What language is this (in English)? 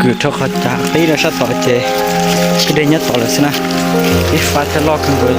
Hmong